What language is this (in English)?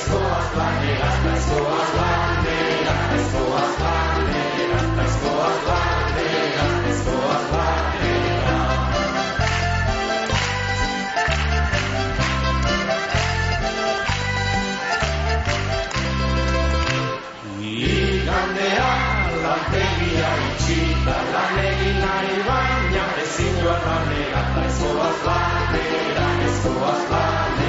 Basque